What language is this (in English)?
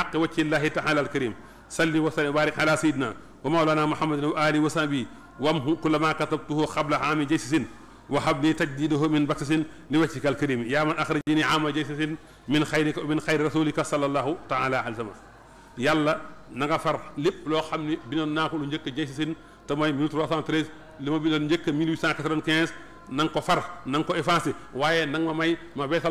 Wolof